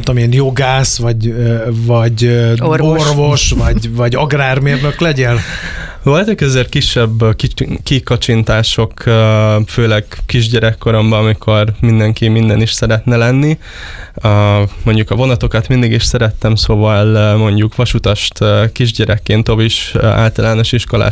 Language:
Hungarian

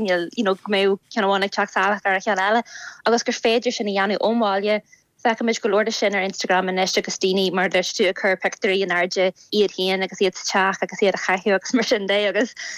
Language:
Irish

